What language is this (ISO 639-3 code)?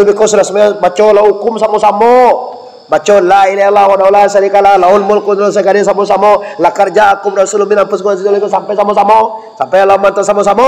min